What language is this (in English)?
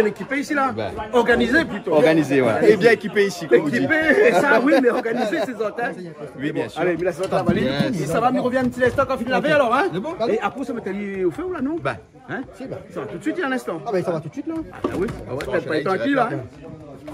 Réunion Creole French